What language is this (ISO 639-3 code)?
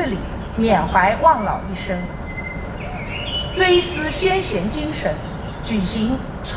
zho